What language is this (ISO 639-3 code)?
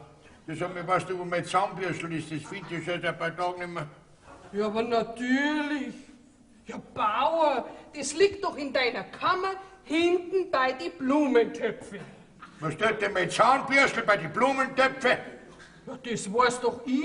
bar